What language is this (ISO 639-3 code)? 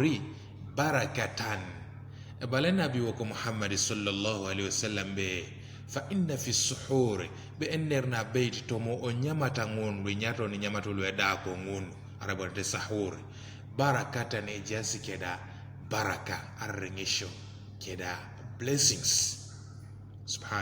teo